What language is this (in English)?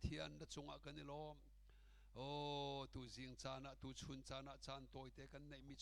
Hakha Chin